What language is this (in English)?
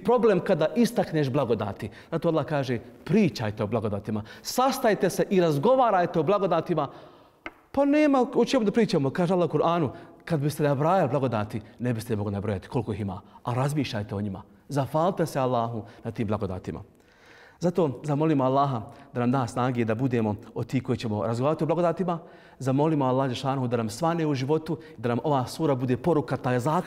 Bosnian